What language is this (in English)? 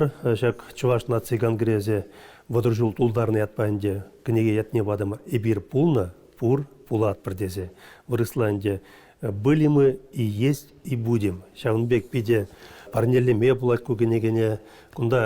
Chuvash